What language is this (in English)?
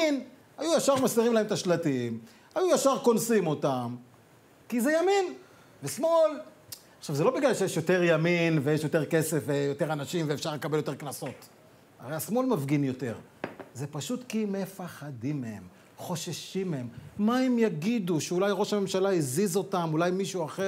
Hebrew